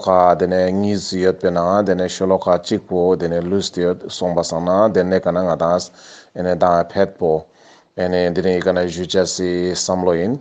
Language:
Ladakhi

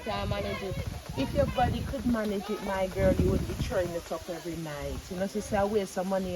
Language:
Jamaican Creole English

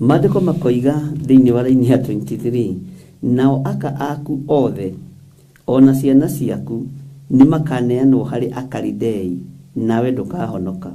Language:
Kikuyu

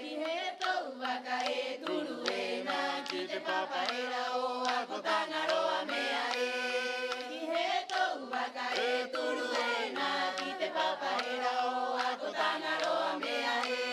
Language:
Rapanui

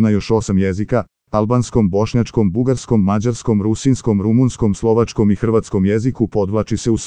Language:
Serbian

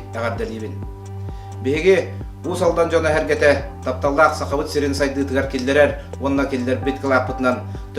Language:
Yakut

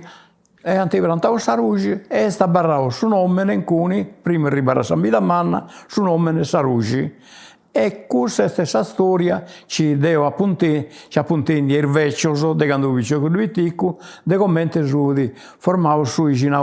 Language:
Sardinian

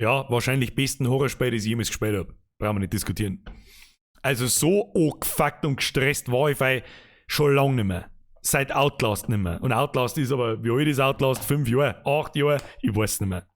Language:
Bavarian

